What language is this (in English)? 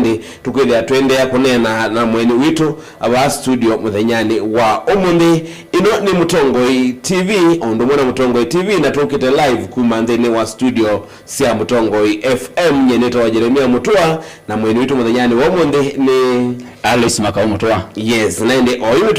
Kamba